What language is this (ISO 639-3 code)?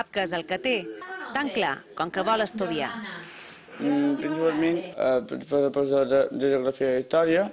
cat